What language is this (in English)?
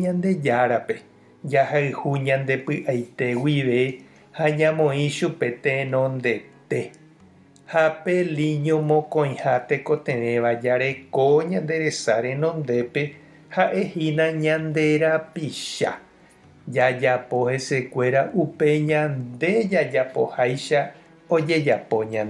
Guarani